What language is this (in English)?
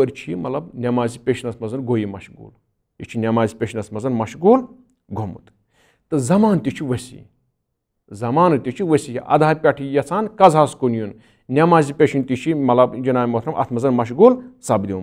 Kashmiri